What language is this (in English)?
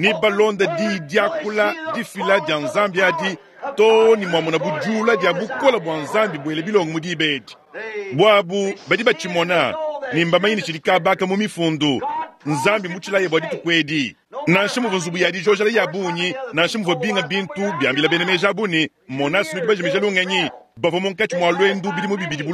Luba-Lulua